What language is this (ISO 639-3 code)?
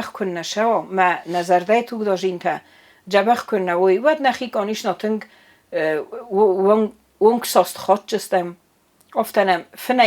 oss